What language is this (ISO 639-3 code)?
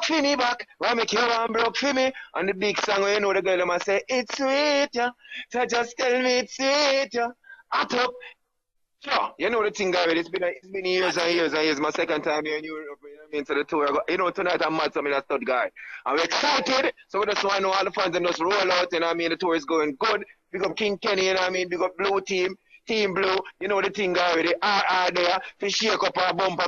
jam